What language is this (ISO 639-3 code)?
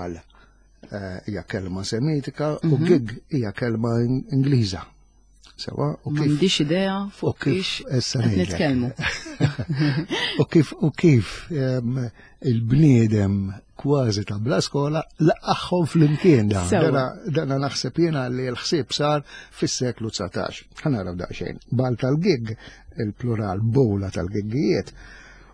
mlt